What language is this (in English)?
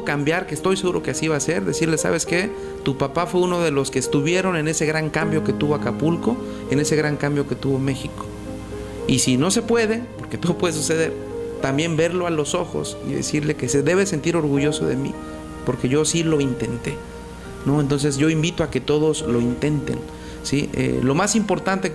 Spanish